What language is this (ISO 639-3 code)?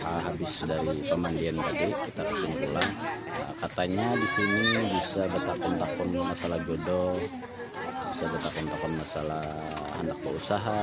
bjn